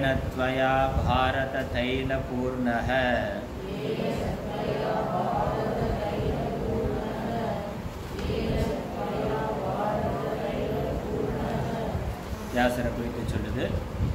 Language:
Tamil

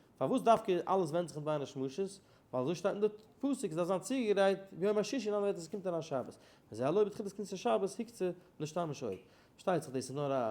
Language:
Yiddish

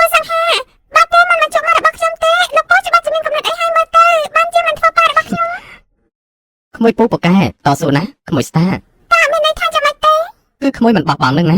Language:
Khmer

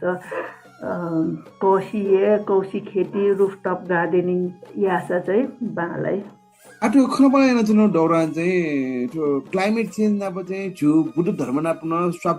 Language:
Newari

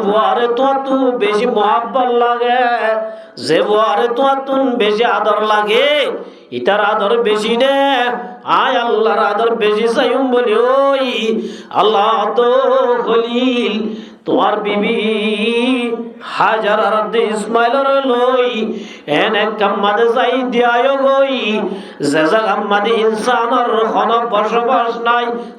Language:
Rohingya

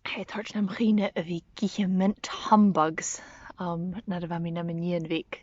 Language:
Scottish Gaelic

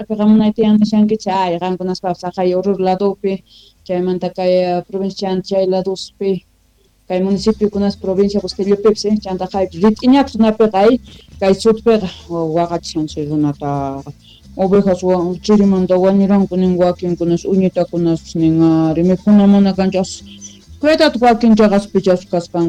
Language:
South Bolivian Quechua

